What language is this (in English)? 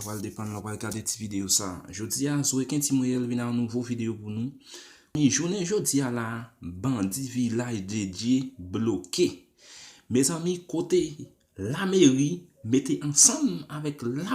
Haitian Creole